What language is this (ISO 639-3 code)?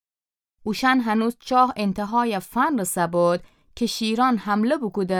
glk